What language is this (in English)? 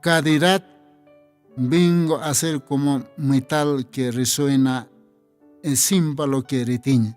Aymara